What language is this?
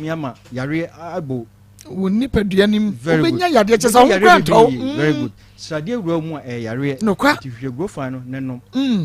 Akan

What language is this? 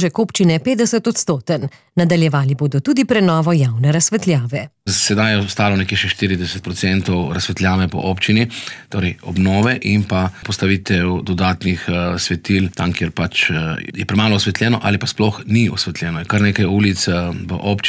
Slovenian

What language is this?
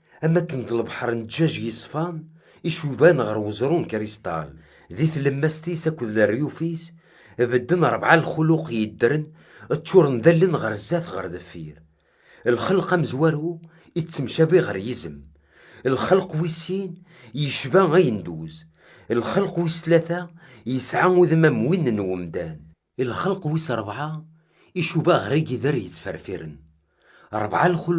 Kabyle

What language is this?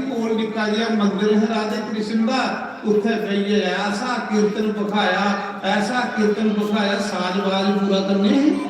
Dogri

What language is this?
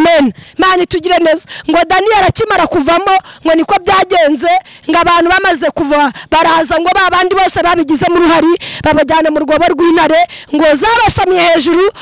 Kinyarwanda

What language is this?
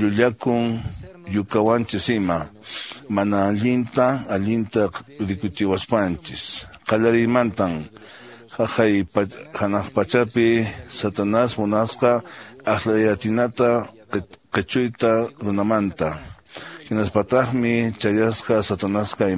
Quechua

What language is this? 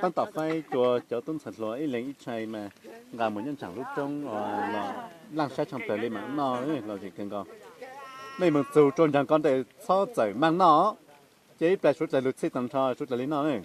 Hmong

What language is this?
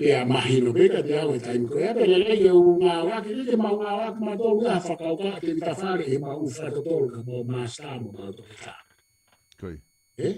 Tongan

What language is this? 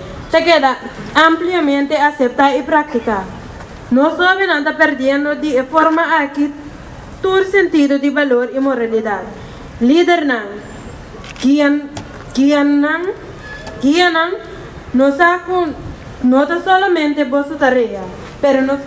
Papiamento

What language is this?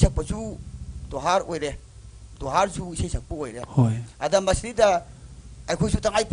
Manipuri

